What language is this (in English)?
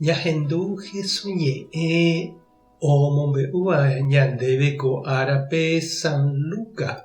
Guarani